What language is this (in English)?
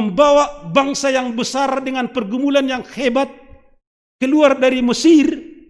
Batak Simalungun